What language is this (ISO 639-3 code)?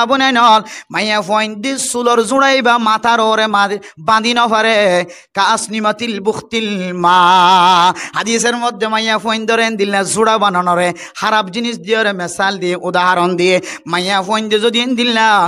rhg